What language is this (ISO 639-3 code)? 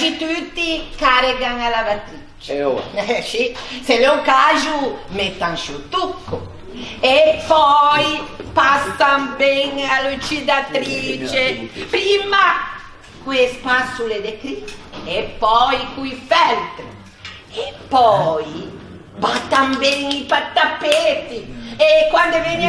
lij